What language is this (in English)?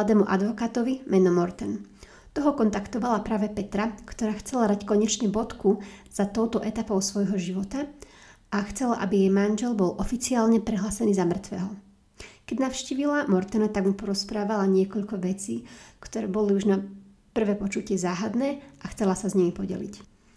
Slovak